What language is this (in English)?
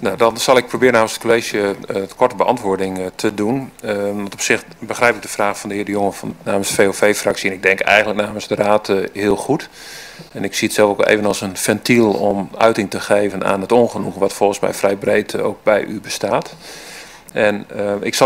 Dutch